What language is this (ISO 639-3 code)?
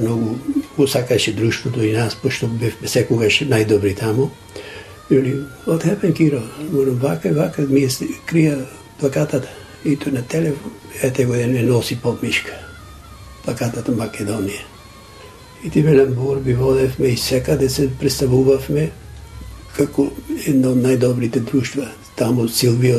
mkd